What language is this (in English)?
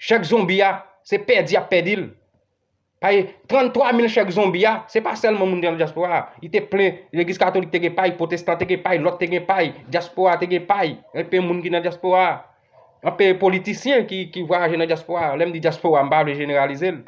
Haitian Creole